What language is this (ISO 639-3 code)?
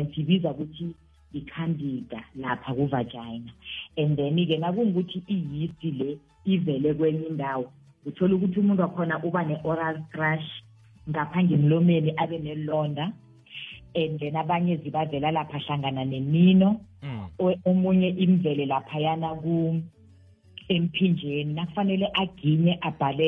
nbl